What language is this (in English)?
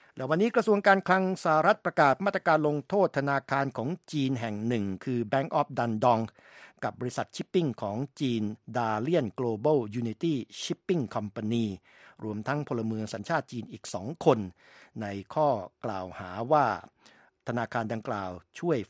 Thai